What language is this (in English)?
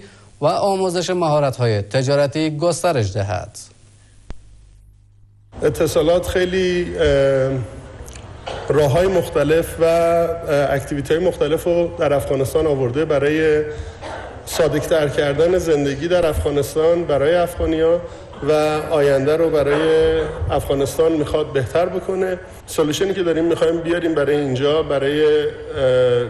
Persian